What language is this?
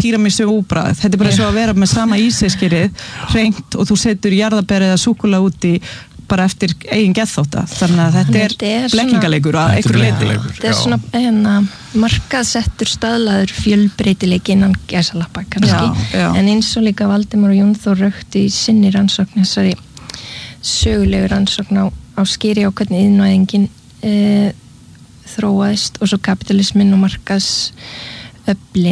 Icelandic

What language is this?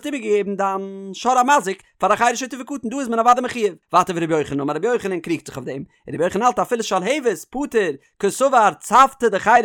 Yiddish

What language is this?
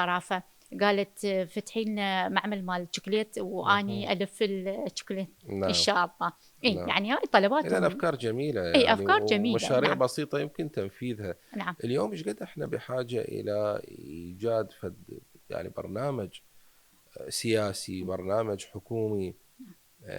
Mesopotamian Arabic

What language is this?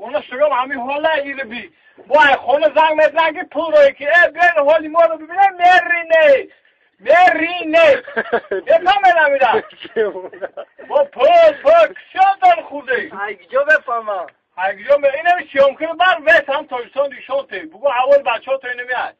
Tajik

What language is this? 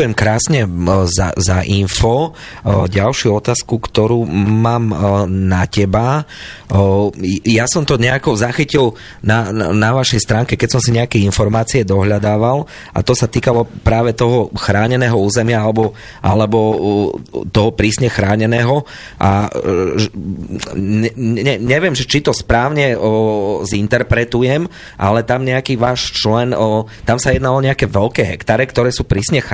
Slovak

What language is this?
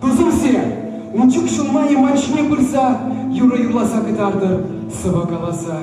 Chuvash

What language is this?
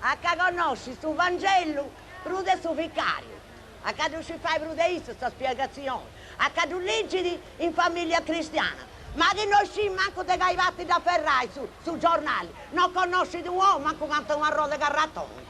Sardinian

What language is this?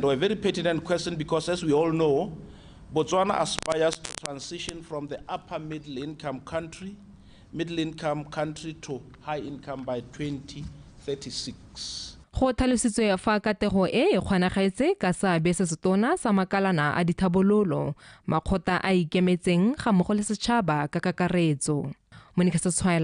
Tswana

